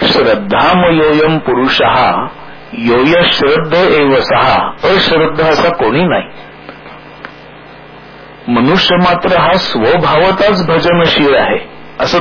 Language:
Marathi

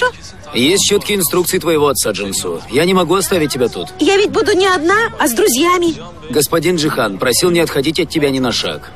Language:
Russian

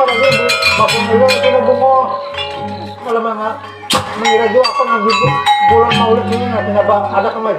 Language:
Banjar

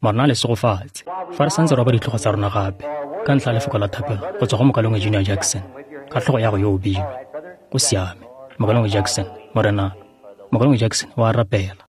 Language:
Tswana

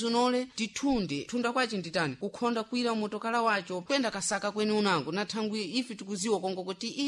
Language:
Sena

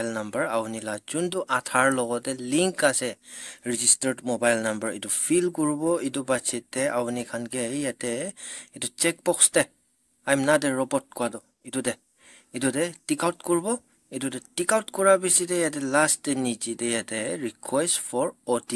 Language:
Naga Pidgin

